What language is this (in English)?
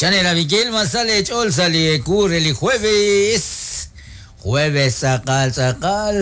Kekchí